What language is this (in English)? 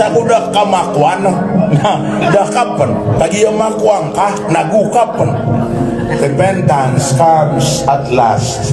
Maranao